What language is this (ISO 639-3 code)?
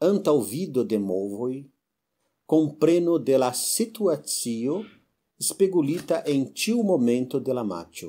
epo